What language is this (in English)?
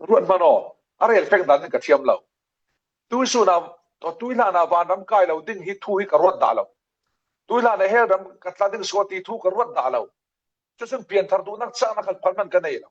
Falam Chin